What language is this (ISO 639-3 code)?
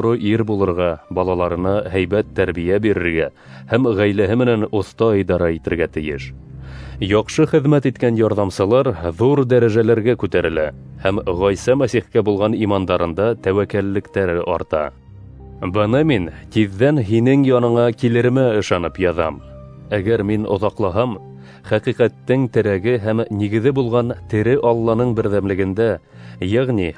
bak